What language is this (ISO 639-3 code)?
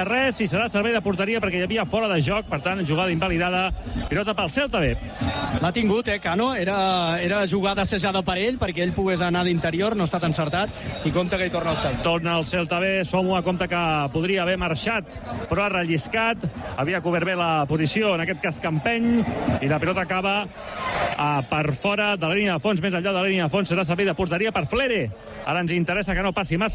cat